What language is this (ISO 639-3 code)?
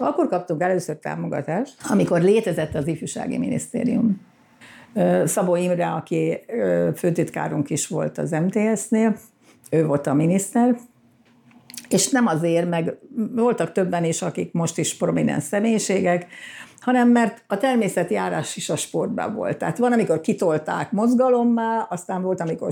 hun